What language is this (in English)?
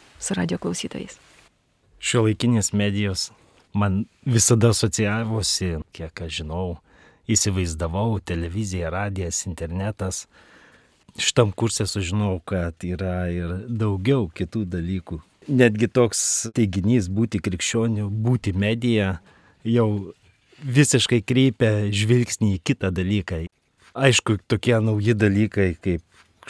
Lithuanian